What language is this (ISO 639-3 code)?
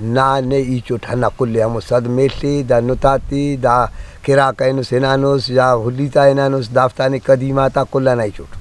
brh